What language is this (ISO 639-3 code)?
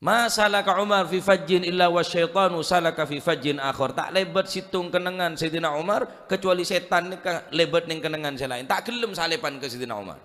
mad